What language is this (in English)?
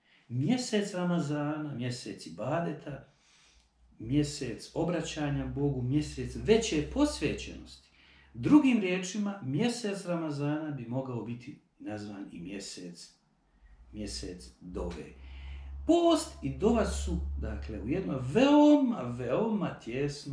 Bosnian